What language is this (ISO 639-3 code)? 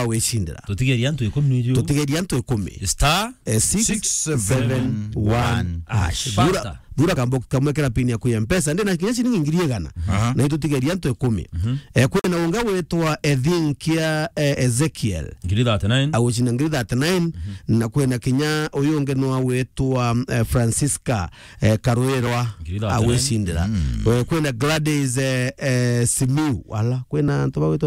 mer